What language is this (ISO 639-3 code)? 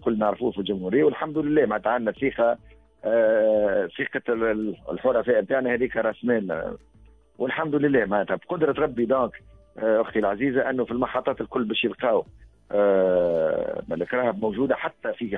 aeb